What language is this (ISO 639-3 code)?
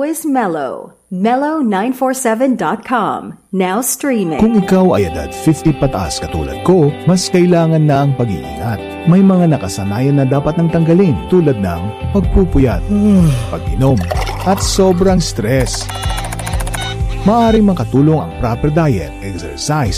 fil